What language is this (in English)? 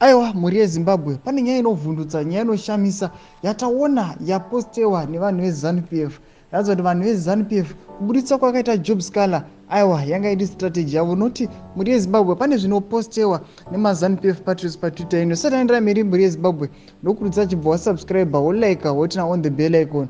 Shona